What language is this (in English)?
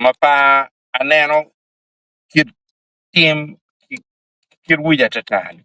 Acoli